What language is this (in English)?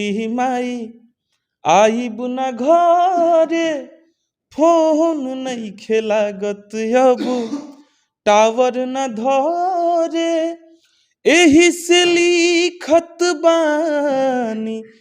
Bhojpuri